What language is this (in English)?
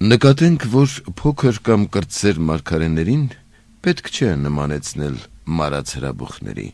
Armenian